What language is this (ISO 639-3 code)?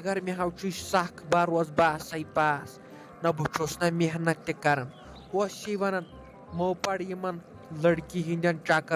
kas